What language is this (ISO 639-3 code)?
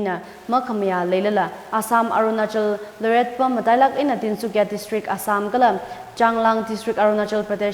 nmf